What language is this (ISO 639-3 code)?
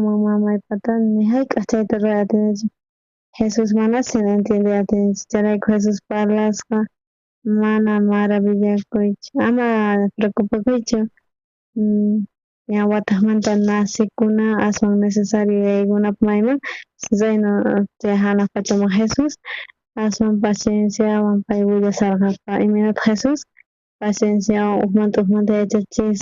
quh